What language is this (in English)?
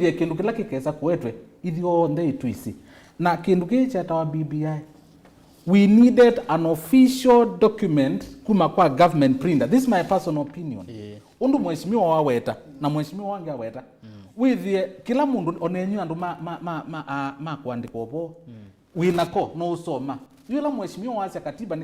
Kamba